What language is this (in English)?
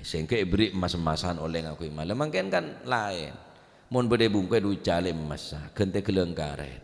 Madurese